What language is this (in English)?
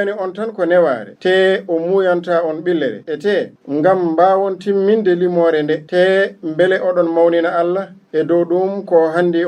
Fula